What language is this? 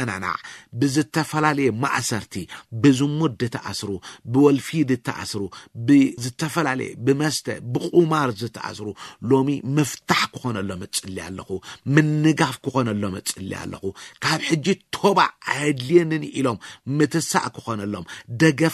Tigrinya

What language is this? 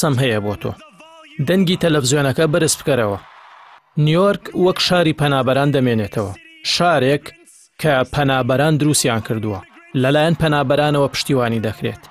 Central Kurdish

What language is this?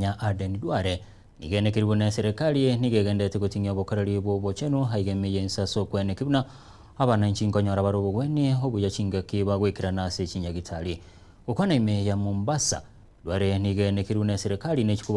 Gusii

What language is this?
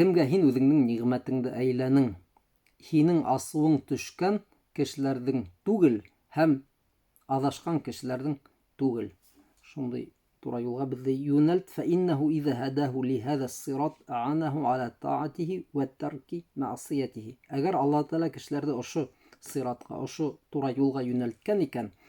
Bashkir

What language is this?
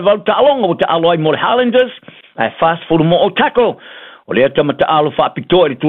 Samoan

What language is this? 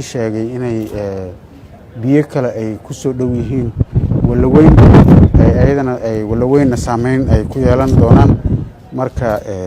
Somali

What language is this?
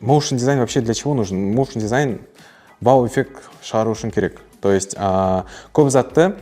Kara-Kalpak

